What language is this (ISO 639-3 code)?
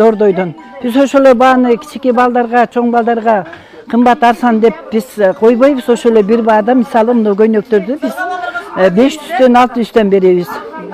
kir